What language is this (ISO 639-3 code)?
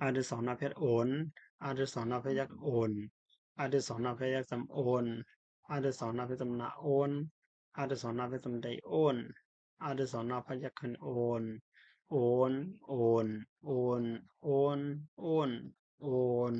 shn